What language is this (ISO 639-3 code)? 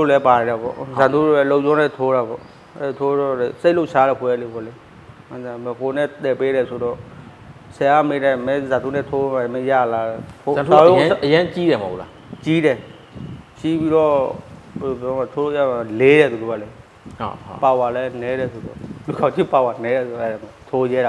mya